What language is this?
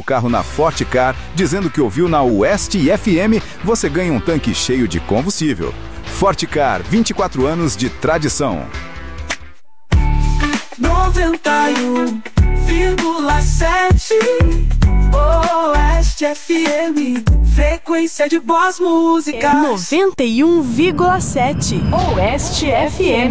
Portuguese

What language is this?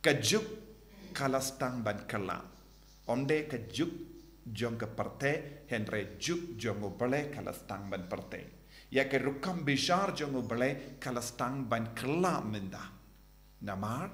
Khasi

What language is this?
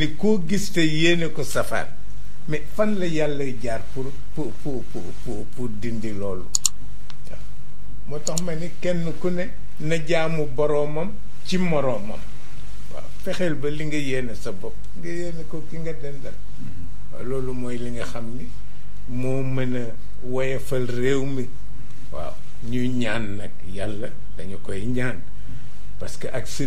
Wolof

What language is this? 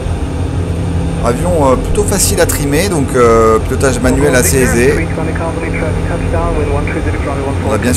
French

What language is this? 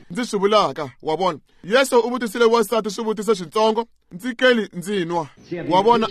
Tsonga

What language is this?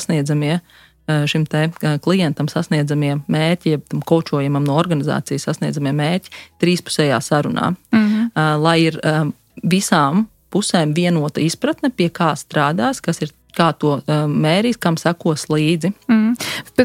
Latvian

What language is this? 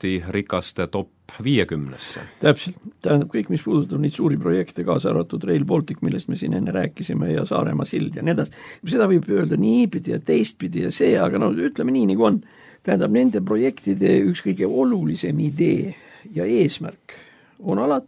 Estonian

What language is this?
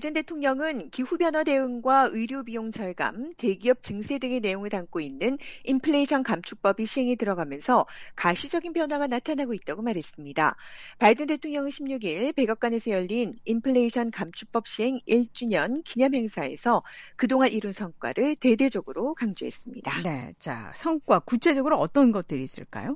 Korean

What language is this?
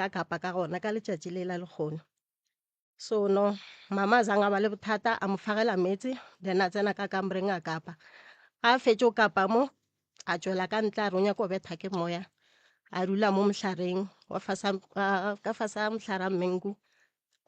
Northern Sotho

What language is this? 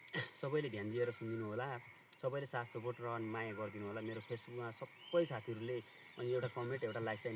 Nepali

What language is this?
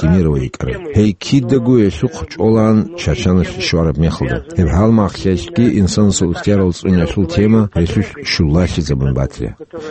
Avaric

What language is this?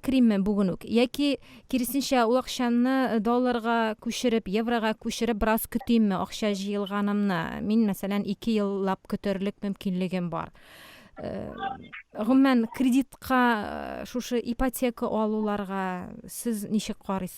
Tatar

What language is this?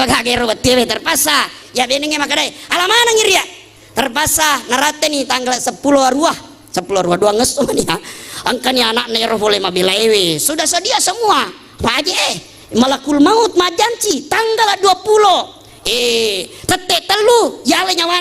Buginese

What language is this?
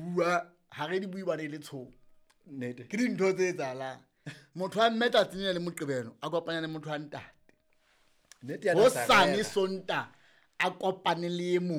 Southern Sotho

